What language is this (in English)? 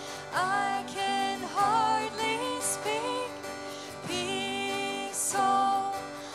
Plautdietsch